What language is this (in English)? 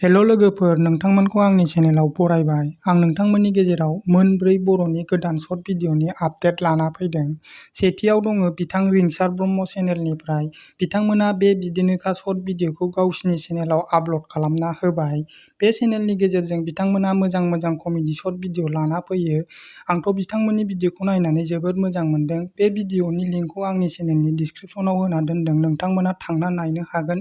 Bodo